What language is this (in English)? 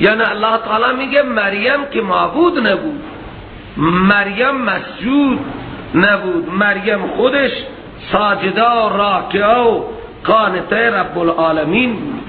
Persian